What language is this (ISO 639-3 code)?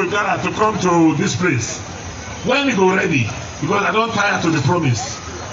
pcm